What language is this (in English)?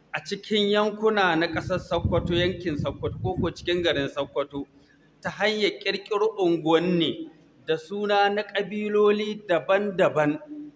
Hausa